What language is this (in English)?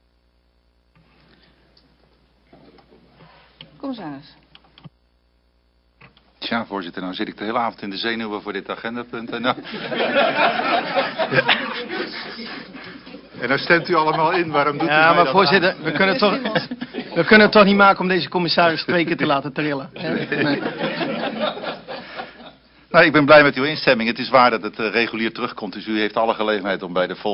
Dutch